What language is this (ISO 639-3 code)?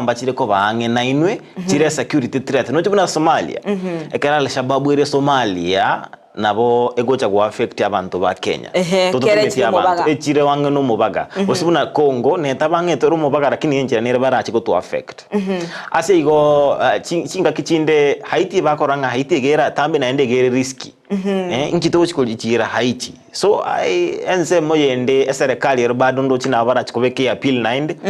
guz